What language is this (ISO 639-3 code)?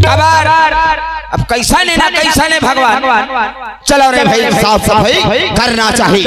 hne